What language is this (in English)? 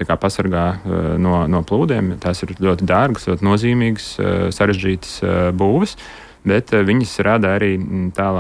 Latvian